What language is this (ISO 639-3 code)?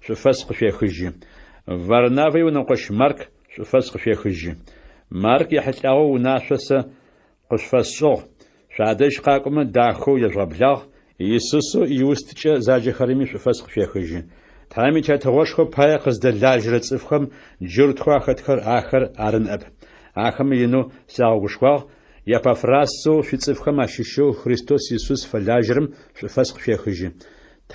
ady